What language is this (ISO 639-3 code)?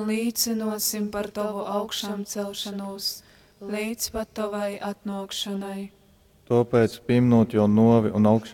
ltg